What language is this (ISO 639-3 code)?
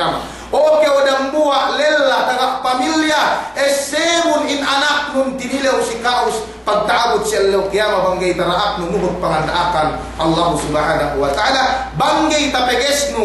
yka